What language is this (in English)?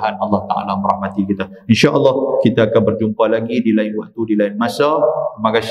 Malay